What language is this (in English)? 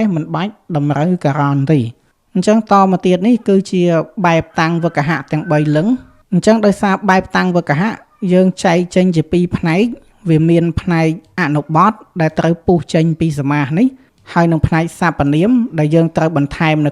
Khmer